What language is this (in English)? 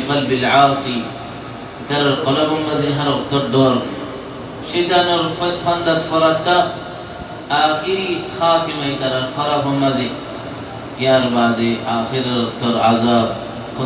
Rohingya